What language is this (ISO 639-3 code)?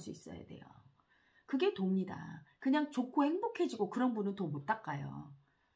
kor